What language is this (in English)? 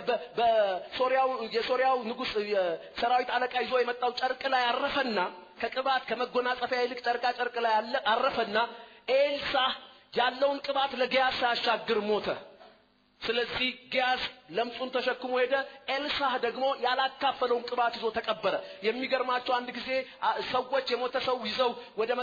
Amharic